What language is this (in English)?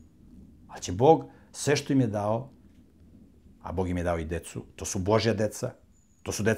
Serbian